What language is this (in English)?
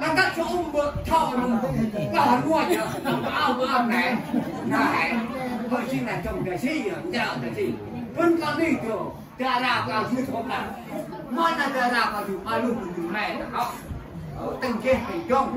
Central Mnong